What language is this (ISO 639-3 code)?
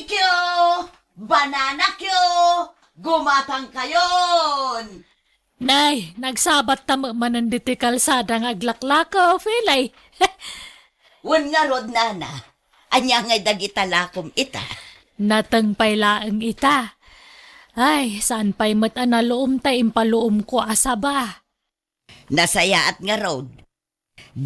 ilo